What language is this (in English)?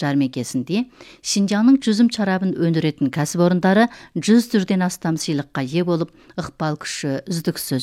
Kazakh